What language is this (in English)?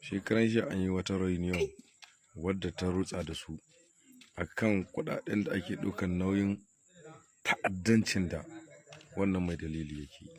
Hausa